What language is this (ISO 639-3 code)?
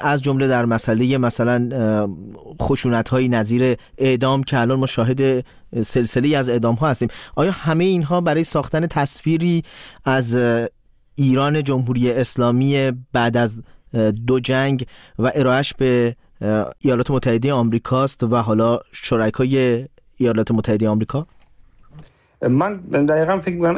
fas